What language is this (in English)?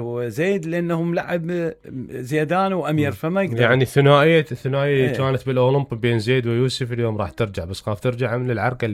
Mesopotamian Arabic